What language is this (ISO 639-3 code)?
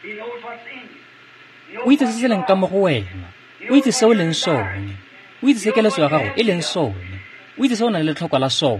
tsn